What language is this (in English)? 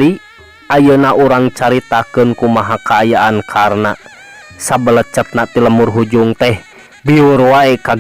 Sundanese